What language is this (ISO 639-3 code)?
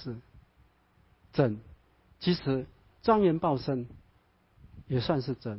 zho